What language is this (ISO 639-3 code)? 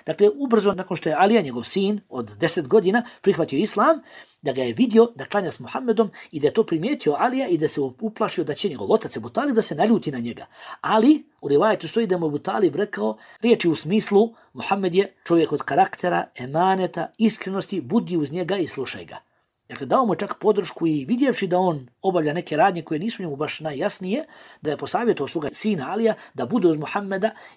bos